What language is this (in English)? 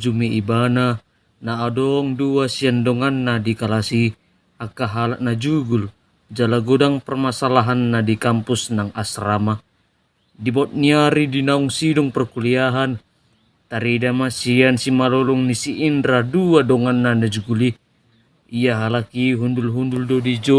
Batak Toba